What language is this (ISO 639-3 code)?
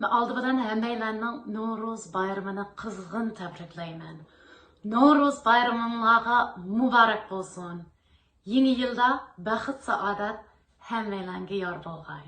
uig